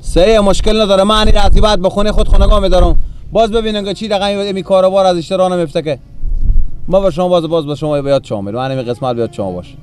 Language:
Persian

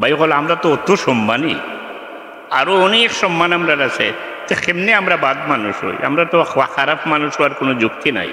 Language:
Sylheti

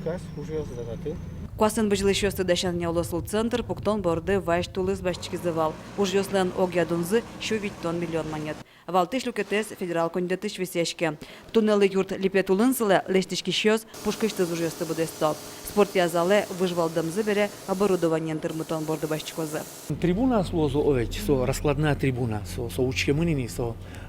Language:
Udmurt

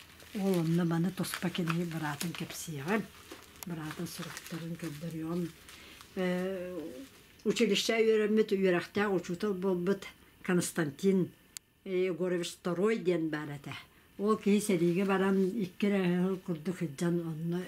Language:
Yakut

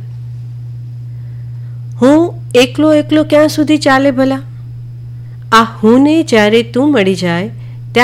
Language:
Gujarati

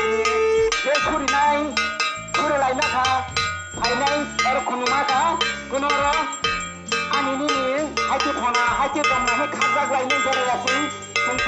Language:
Kok Borok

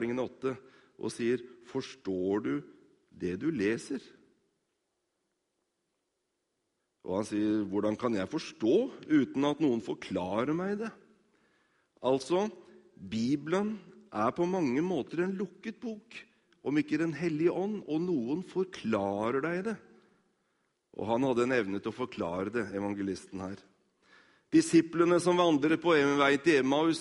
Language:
Norwegian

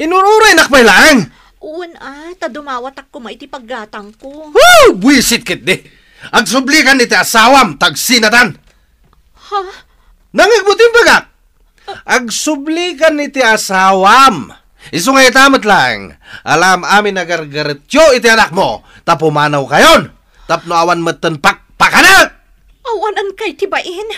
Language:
Iloko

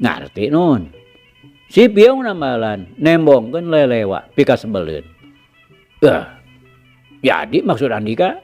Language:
Sundanese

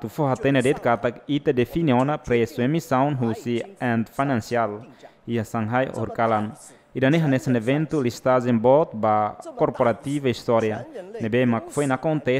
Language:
Tetum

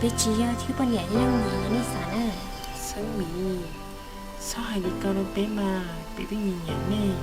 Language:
Hmong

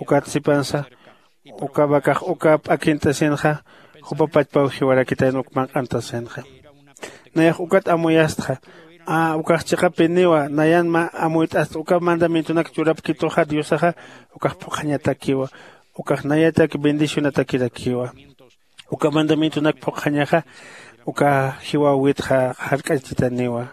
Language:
Aymara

